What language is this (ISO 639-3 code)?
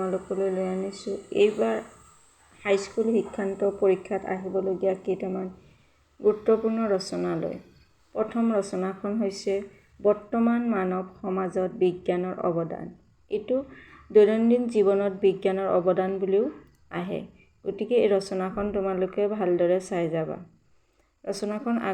asm